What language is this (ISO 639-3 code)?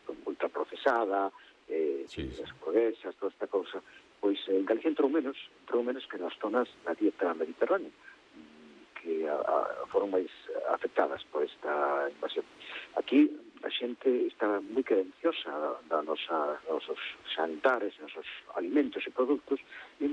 glg